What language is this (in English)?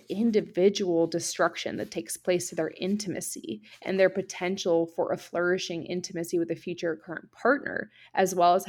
English